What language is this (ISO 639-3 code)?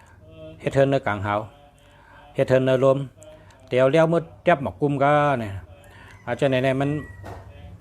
shn